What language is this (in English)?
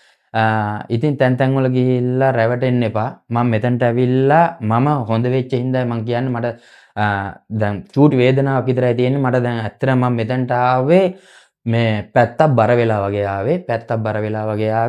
Sinhala